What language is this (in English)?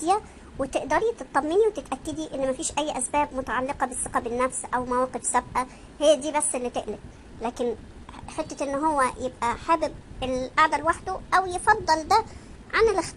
Egyptian Arabic